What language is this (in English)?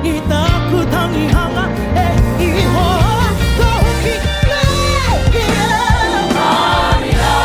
Māori